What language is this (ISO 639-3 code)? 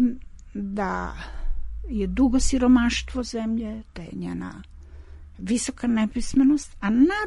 srp